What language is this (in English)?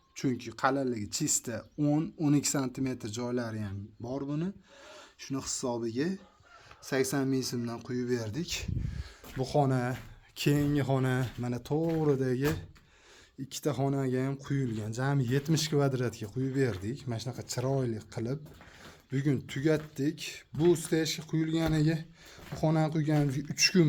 Uzbek